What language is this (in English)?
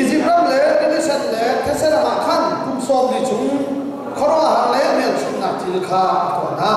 Hakha Chin